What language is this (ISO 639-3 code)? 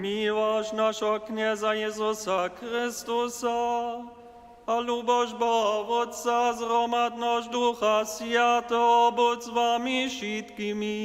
hsb